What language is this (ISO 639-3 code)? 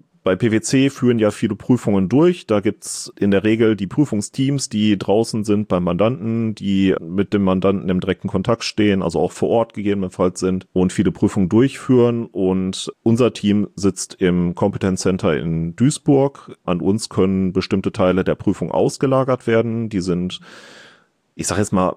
deu